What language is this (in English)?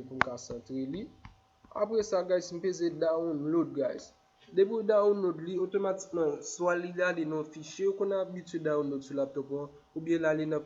Haitian Creole